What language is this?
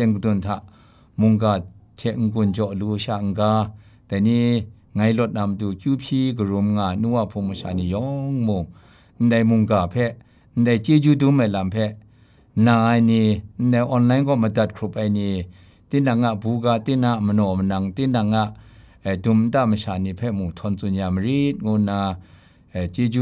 Kachin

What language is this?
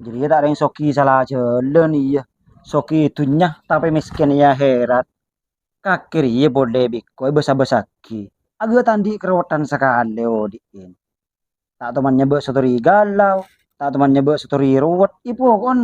Madurese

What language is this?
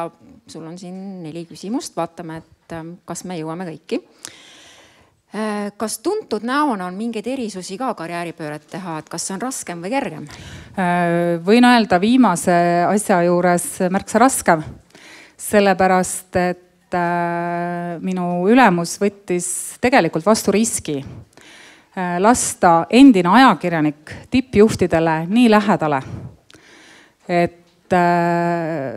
Estonian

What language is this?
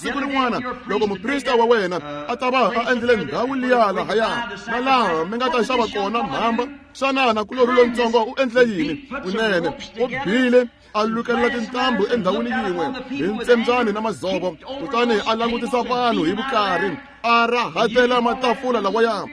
Tsonga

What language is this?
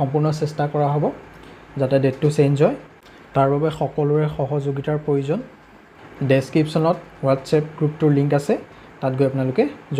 Assamese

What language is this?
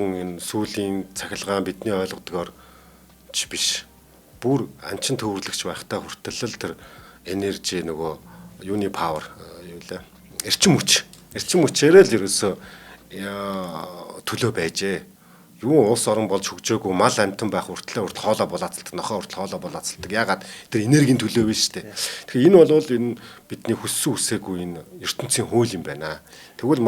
Mongolian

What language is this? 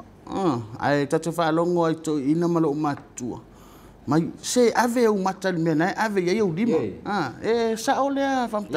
Samoan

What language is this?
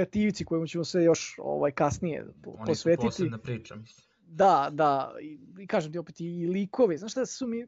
Serbian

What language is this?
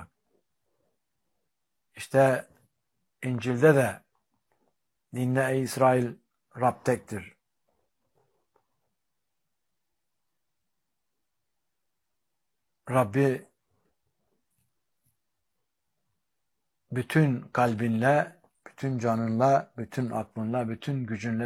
Turkish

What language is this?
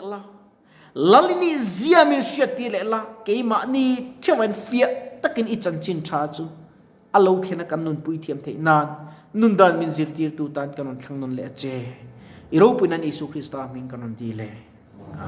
Mizo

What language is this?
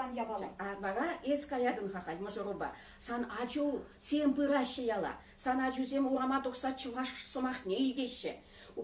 Chuvash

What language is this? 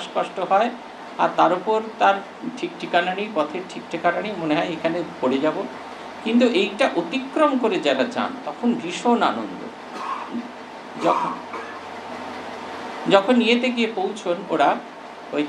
Bangla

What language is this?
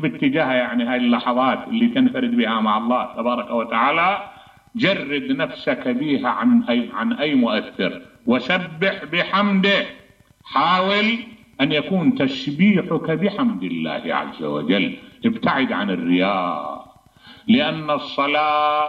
Mesopotamian Arabic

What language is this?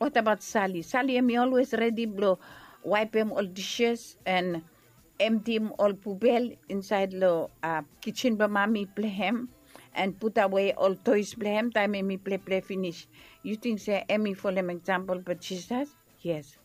Bislama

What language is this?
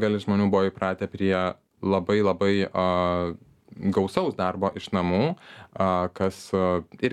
Lithuanian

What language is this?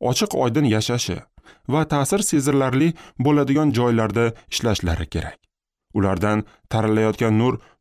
Uzbek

